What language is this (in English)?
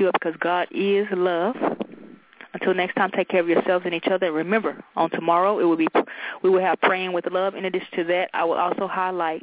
English